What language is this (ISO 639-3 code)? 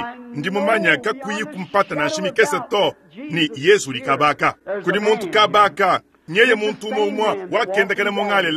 lua